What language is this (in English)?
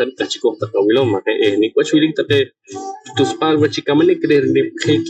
Poqomchi'